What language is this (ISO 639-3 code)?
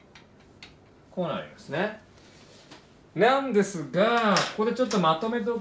jpn